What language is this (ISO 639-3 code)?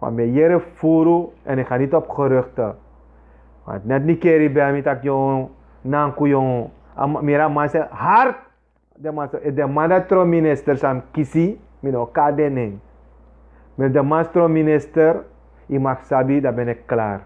srn